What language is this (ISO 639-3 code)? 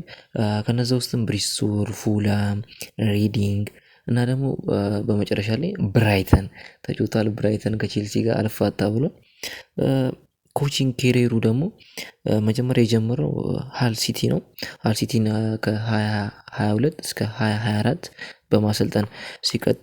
amh